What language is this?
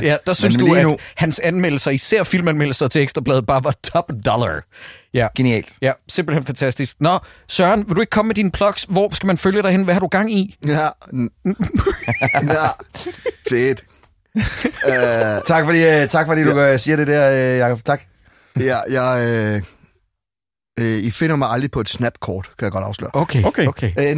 Danish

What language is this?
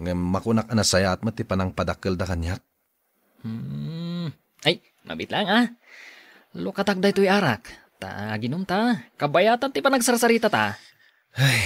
Iloko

